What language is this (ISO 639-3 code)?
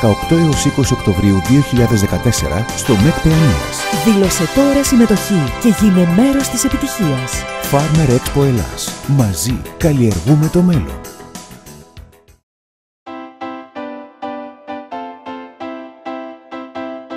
ell